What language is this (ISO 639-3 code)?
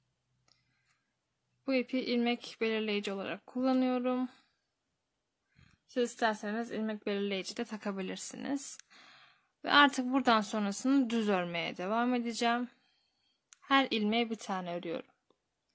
tur